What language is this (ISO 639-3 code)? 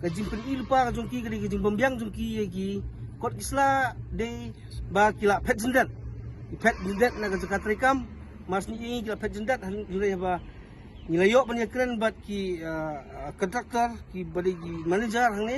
kha